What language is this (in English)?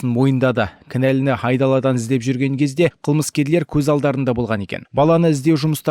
Kazakh